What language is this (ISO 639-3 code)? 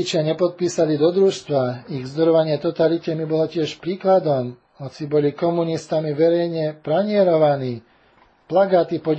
slk